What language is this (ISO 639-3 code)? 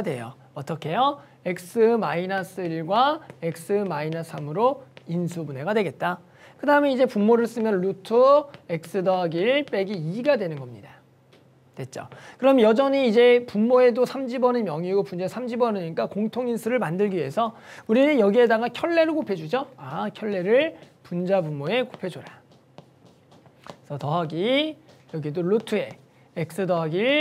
kor